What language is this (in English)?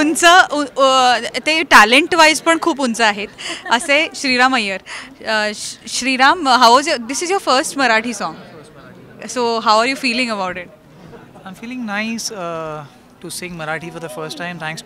Marathi